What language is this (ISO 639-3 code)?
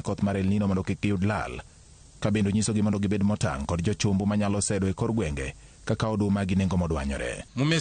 luo